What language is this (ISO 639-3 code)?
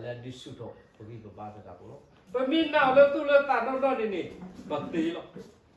ksw